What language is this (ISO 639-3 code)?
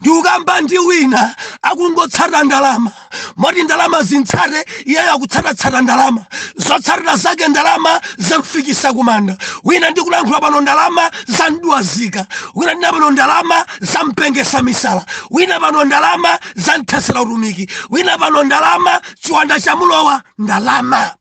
nya